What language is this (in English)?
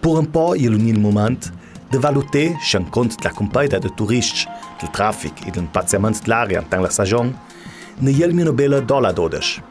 Ladin